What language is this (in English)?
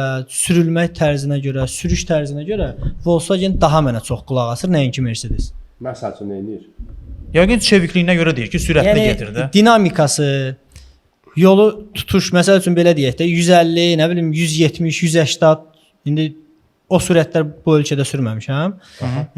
Azerbaijani